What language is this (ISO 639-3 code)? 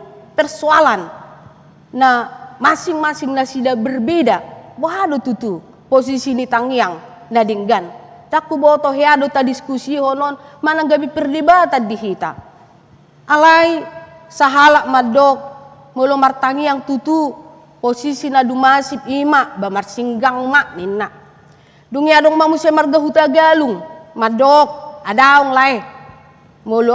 bbc